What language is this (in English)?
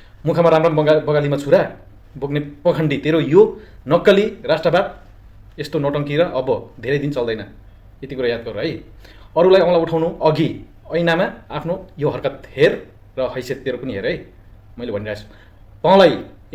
Nepali